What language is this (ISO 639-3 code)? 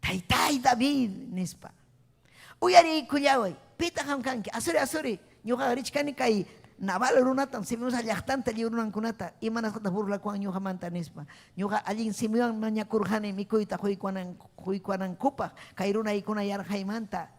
quy